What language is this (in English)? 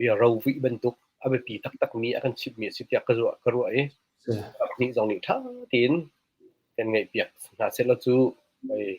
Hakha Chin